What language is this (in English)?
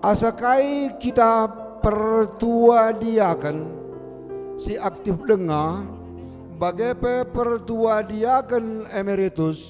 Batak Karo